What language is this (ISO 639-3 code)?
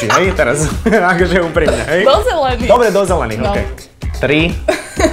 slk